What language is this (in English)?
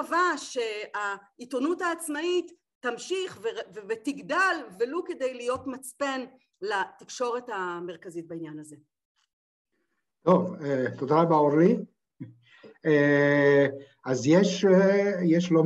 Hebrew